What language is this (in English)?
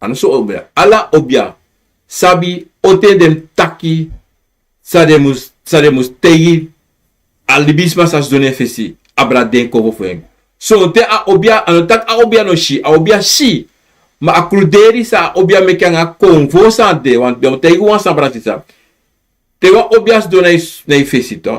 Sranan Tongo